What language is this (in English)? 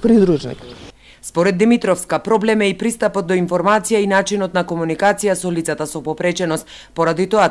Macedonian